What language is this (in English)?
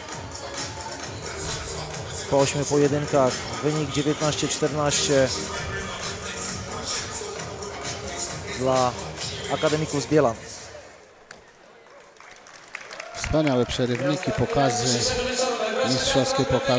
Polish